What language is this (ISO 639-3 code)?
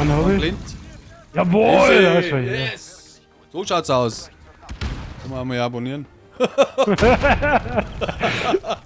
bar